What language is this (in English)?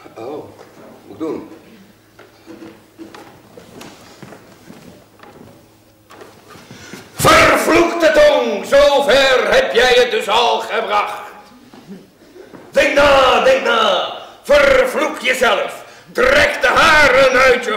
Dutch